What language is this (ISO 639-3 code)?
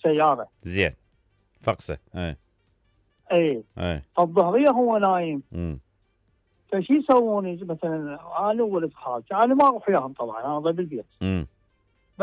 acm